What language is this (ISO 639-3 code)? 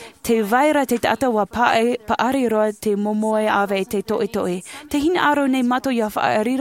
tah